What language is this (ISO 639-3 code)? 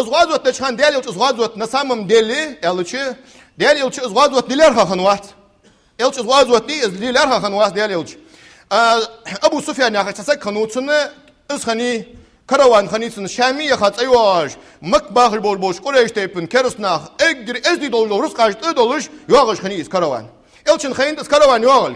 inh